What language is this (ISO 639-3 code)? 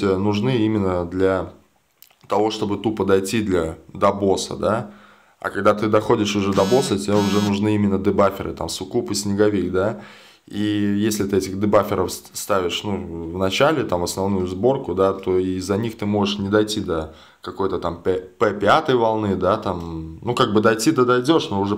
rus